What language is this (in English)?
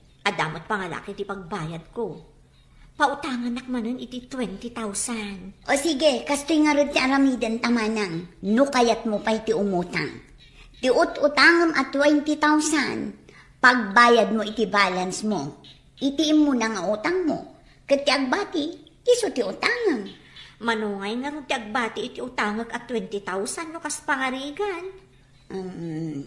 Iloko